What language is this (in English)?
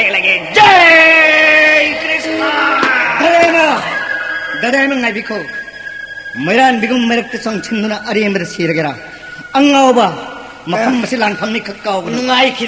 Manipuri